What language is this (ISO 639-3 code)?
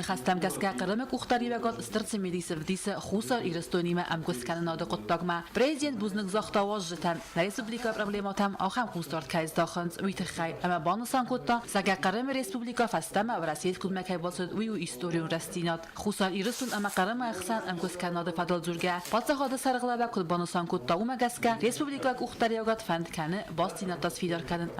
oss